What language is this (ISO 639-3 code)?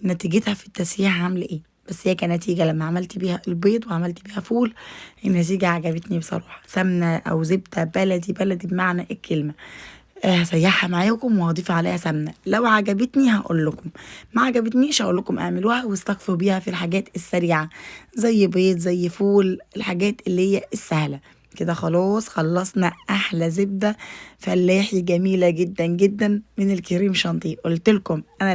arz